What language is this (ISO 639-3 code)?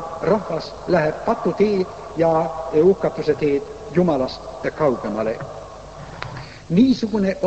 est